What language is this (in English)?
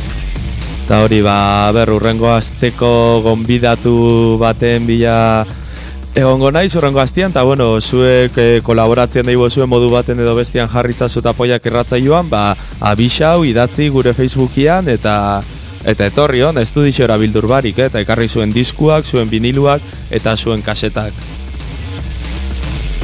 Basque